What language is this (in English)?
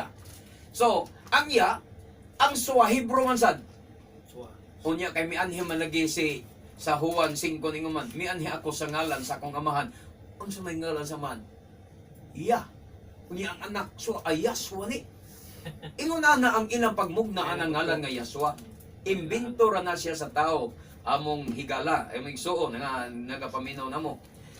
Cebuano